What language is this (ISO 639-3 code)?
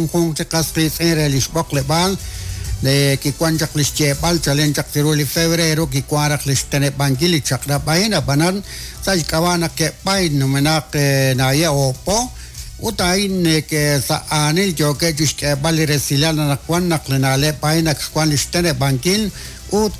kek